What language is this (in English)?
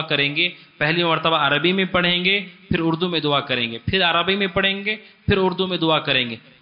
Urdu